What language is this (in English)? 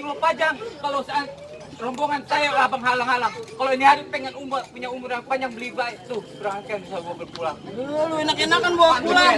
Betawi